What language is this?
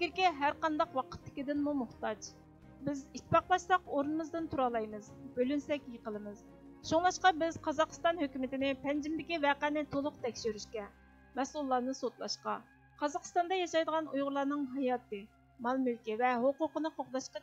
Uyghur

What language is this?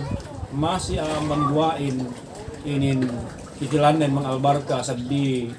Yakan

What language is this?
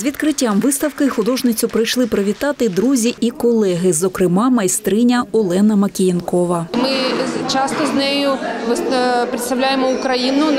Ukrainian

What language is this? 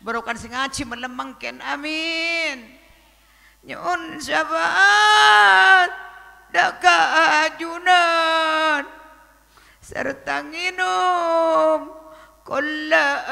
Madurese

